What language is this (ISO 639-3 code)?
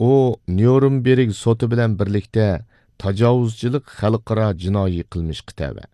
uig